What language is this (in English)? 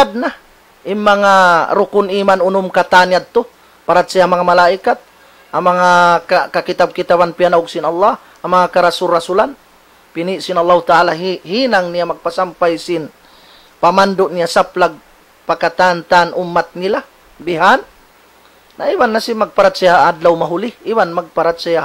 Tausug